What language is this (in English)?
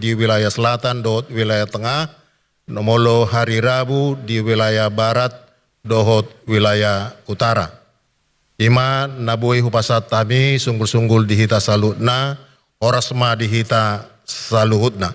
Batak Toba